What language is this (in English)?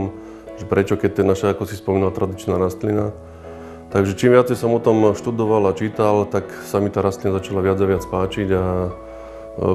Slovak